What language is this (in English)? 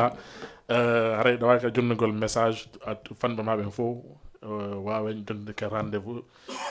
Fula